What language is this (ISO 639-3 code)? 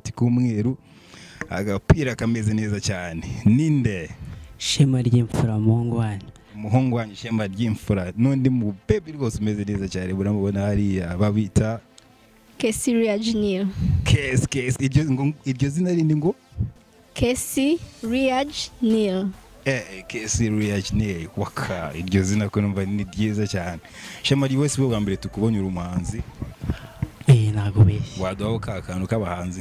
kin